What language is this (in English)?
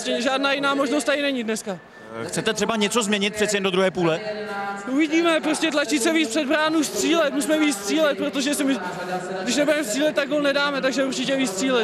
Czech